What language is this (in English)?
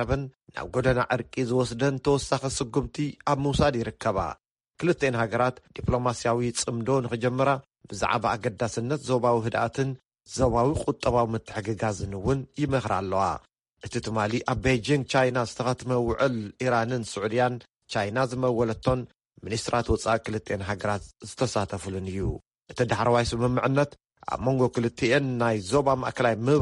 Tigrinya